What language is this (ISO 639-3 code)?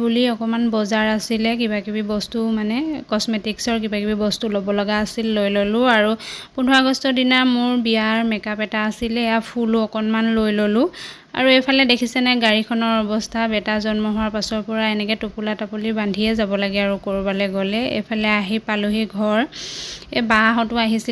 asm